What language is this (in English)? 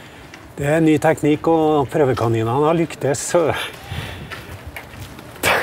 Norwegian